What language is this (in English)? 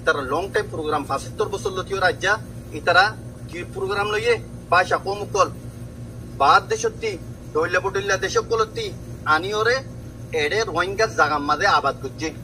Rohingya